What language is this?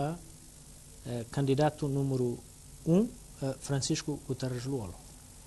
Tetum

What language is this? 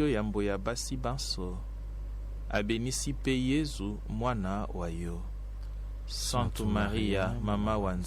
Lingala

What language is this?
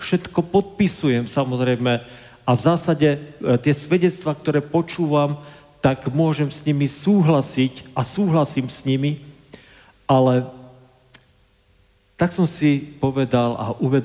Slovak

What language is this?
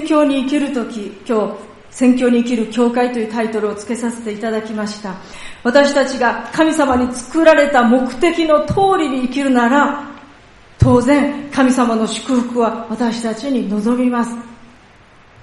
Japanese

